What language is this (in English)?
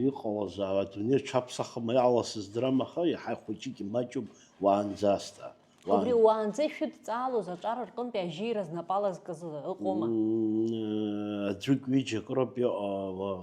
Abkhazian